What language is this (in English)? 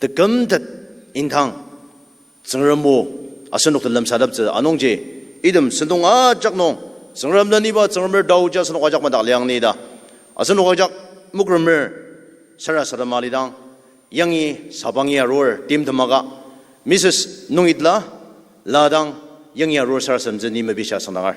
Ao Naga